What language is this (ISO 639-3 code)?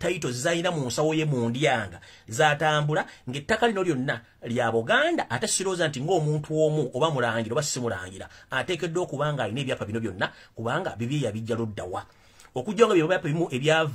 lug